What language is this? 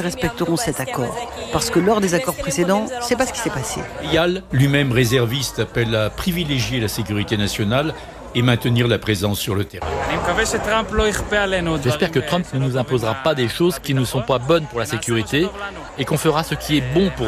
French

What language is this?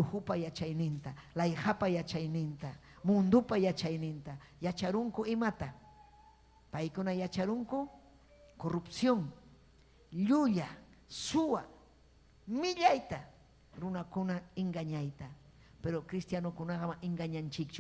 Ayacucho Quechua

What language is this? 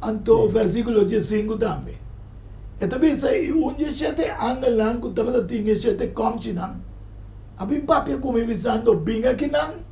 Papiamento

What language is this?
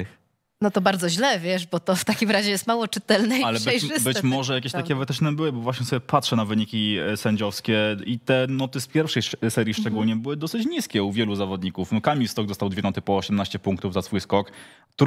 Polish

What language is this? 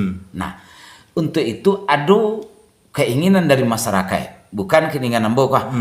Minangkabau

